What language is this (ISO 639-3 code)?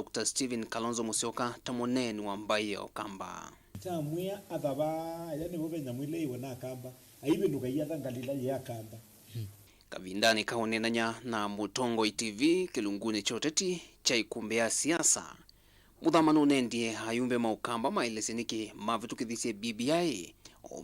kam